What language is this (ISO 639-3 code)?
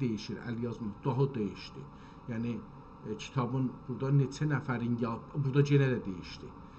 azb